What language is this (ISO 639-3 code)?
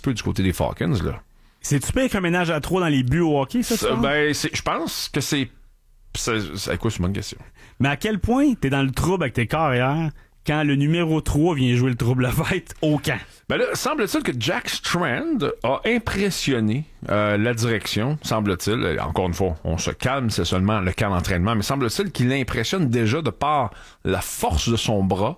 fra